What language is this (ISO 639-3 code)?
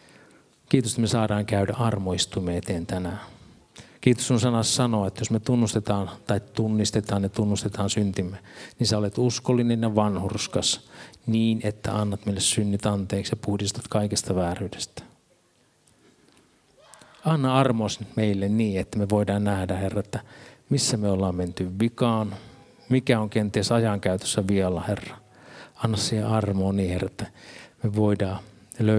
fin